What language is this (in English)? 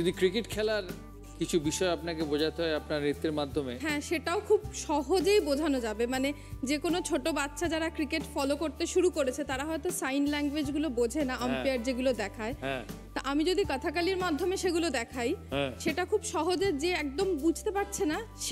Bangla